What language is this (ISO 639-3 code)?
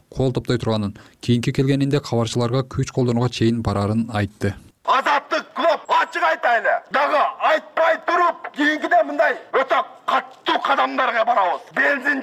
kir